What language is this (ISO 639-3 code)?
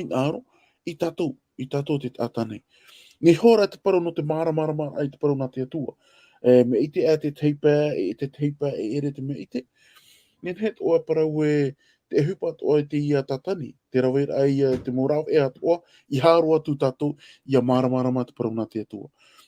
tah